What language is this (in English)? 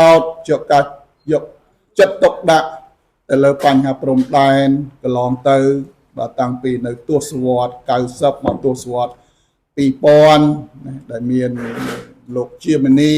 Khmer